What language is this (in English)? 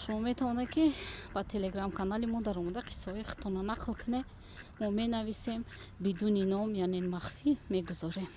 Tajik